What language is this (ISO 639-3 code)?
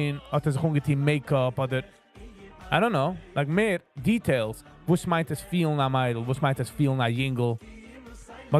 yid